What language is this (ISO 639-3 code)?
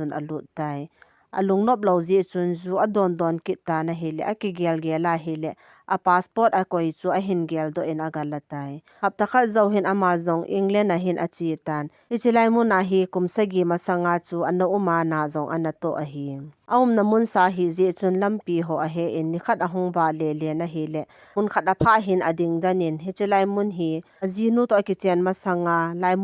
tcz